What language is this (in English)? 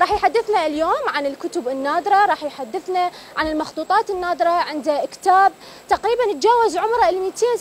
Mesopotamian Arabic